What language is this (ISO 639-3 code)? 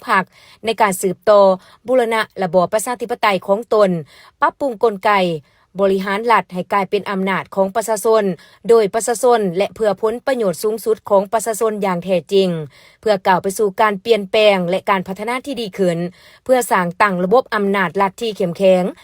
lao